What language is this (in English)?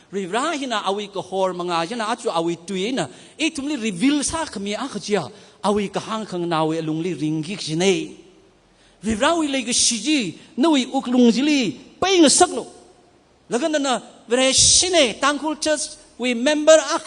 Tangkhul Naga (India)